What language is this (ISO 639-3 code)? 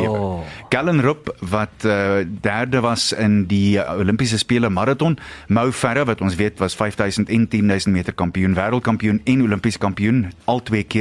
afr